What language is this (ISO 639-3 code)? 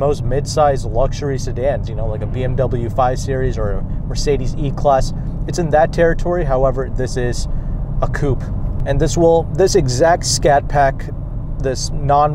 eng